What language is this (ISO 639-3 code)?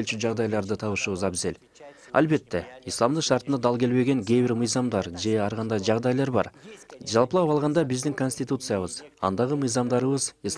kir